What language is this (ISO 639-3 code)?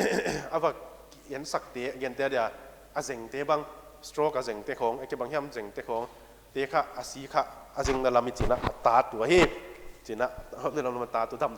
pck